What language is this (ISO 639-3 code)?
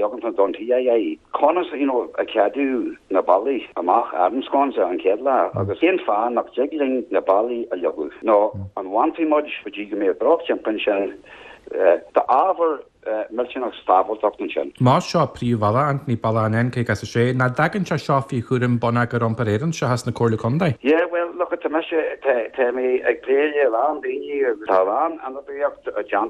gle